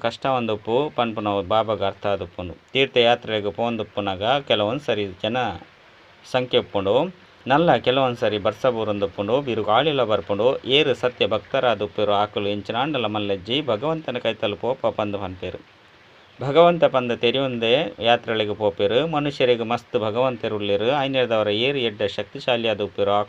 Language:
Tulu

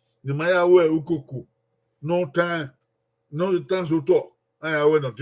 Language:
Bini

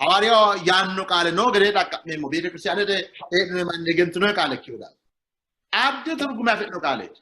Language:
Sidamo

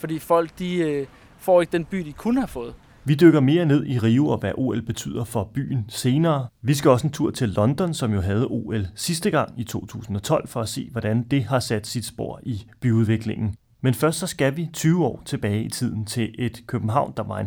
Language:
Danish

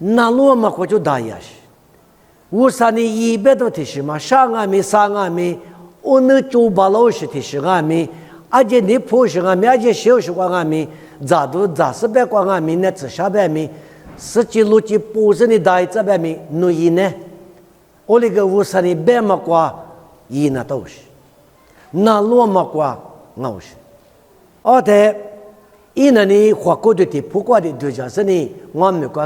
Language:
Lisu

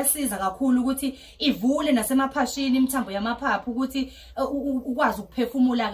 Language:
Zulu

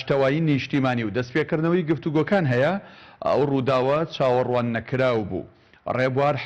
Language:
Central Kurdish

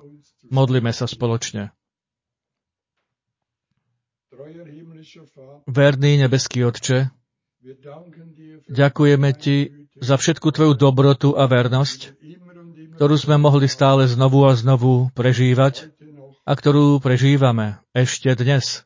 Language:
Slovak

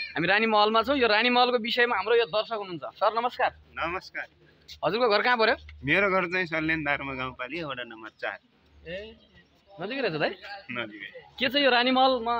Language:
Nepali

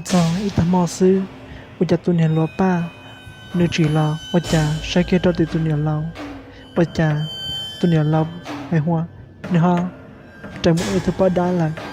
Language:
Hmong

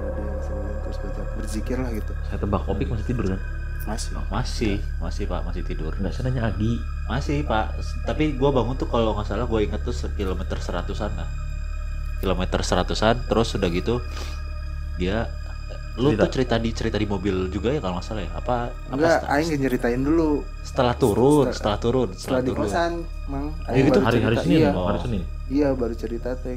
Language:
Indonesian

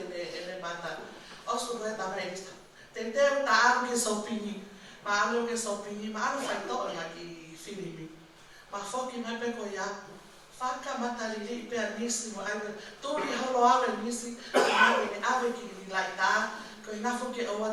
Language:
Tongan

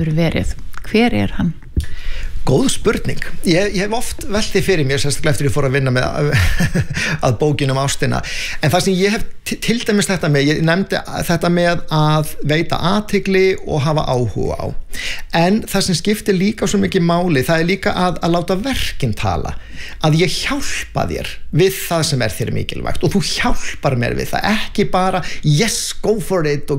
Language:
Icelandic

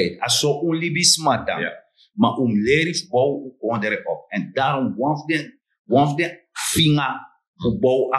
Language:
Sranan Tongo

